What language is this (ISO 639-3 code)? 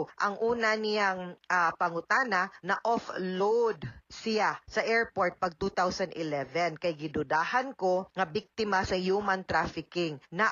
ceb